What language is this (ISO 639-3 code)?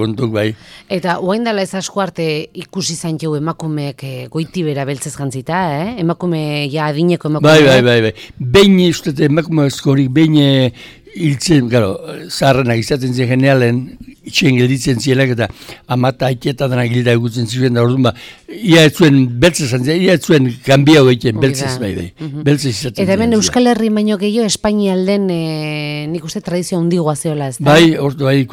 eus